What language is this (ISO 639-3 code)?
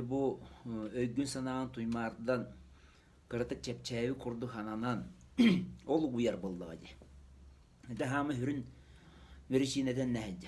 sah